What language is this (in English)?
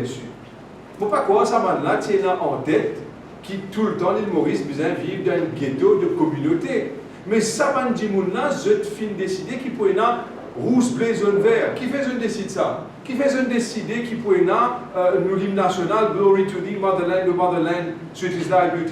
Morisyen